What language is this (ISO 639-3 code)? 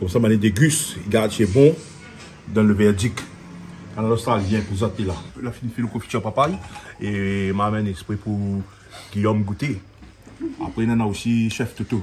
rcf